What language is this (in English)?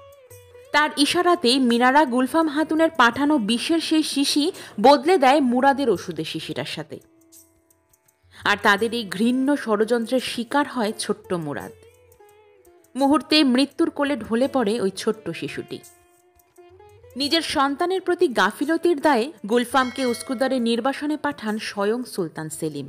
Bangla